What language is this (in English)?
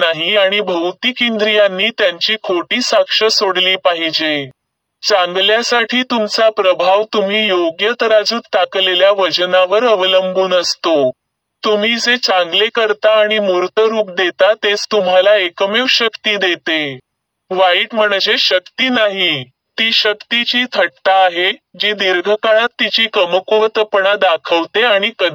Marathi